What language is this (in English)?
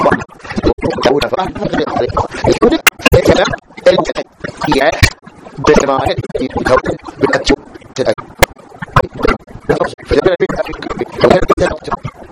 Arabic